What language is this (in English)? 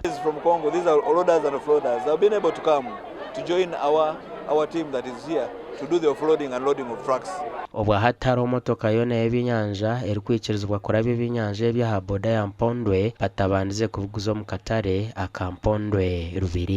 Nyankole